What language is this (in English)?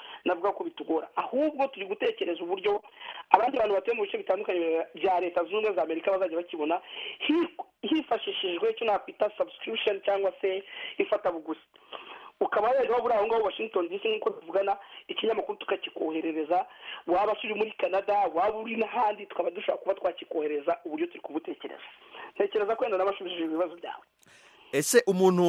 Kinyarwanda